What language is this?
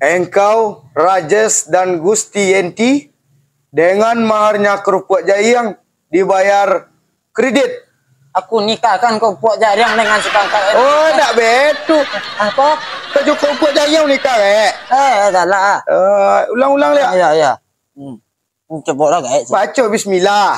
Minangkabau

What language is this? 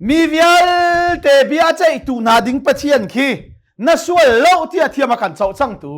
Hakha Chin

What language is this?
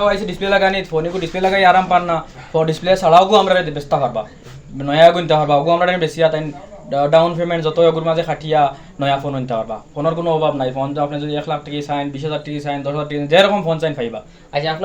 Sylheti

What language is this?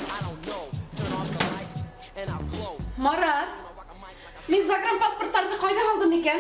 Bashkir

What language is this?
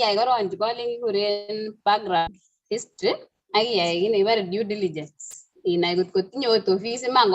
Kalenjin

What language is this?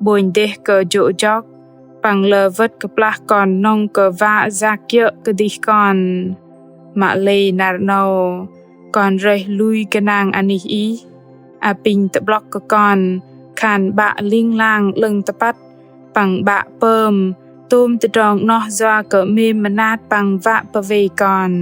Bahnar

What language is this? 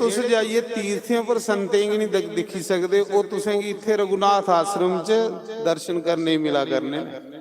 Dogri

